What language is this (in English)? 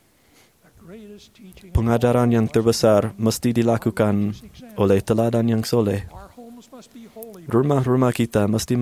Malay